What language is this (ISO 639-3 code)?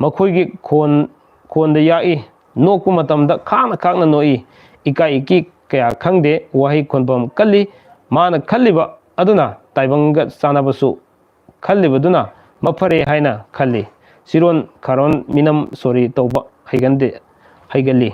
mni